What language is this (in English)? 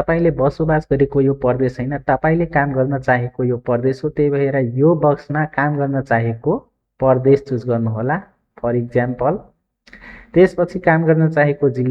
Nepali